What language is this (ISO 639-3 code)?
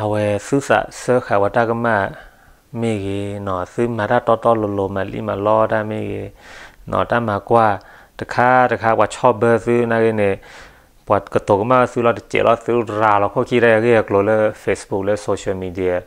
ksw